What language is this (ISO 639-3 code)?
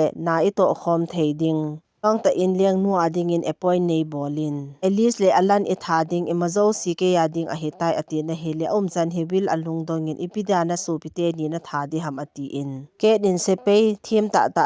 tcz